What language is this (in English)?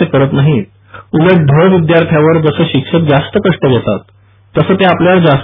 Marathi